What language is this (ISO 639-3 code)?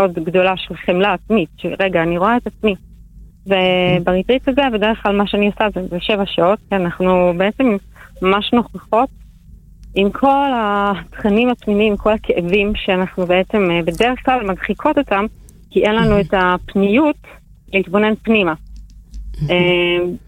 heb